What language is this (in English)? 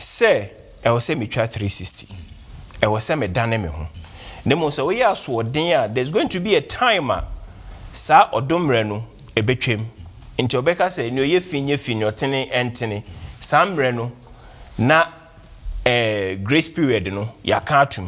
Akan